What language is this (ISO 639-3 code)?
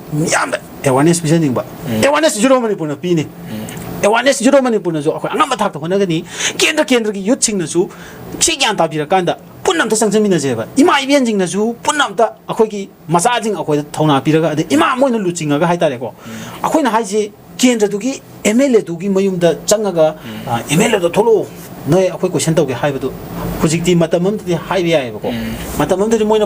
mni